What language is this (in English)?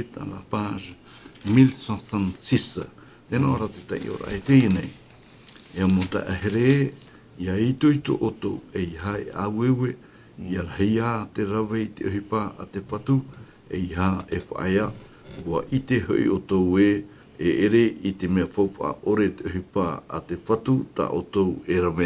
Tahitian